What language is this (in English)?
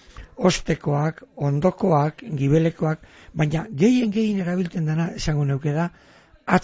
Basque